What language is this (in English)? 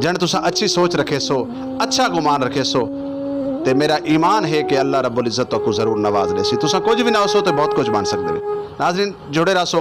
Saraiki